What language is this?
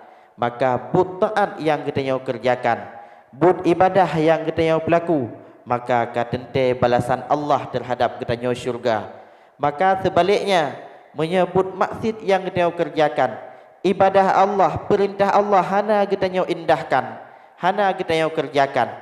Achinese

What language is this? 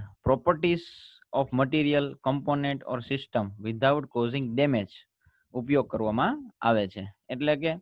Gujarati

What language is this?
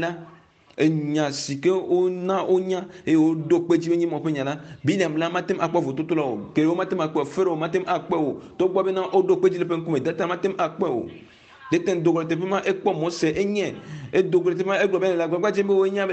Ewe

